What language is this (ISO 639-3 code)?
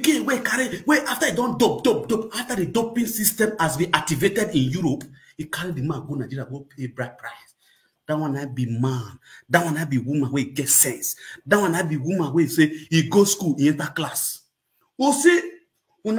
pcm